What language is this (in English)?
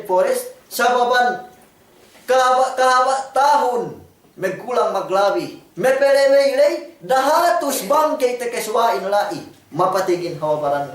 Yakan